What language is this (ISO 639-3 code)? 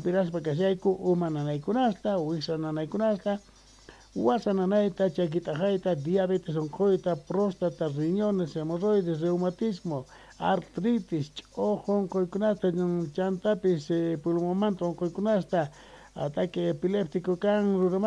que